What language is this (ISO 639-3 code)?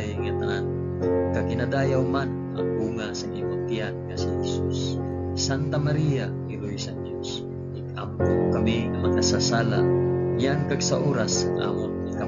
hil